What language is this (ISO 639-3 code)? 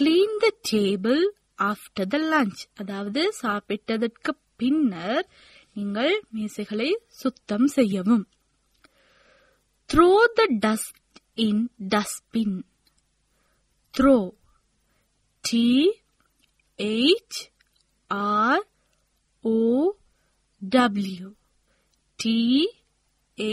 tam